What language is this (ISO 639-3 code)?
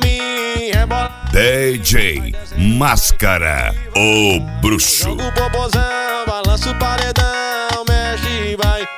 por